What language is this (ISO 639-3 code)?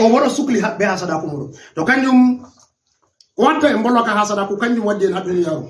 ful